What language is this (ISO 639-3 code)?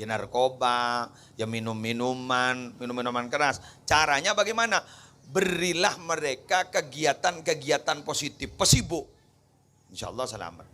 mad